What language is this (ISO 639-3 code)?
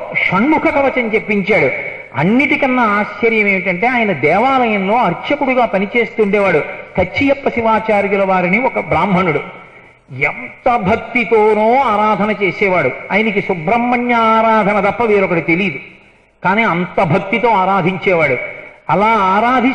tel